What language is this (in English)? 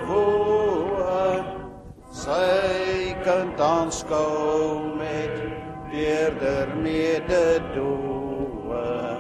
Afrikaans